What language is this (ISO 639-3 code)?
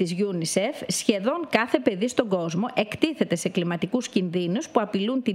ell